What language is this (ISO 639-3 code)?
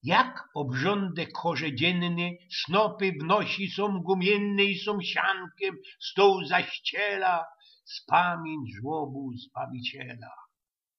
szl